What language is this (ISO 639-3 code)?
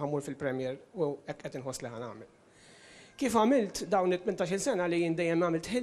mlt